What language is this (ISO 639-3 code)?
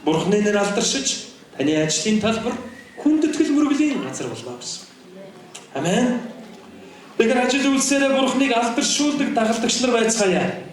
mon